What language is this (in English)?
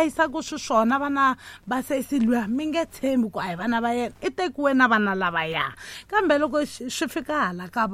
Tsonga